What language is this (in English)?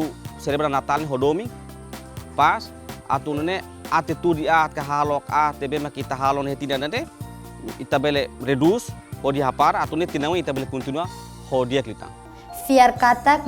Tetum